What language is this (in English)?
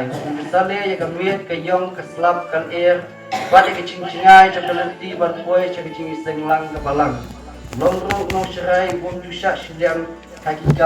Khasi